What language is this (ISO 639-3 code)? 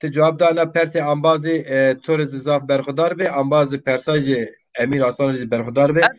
zza